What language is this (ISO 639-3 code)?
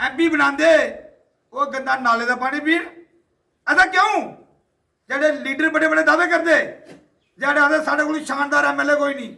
doi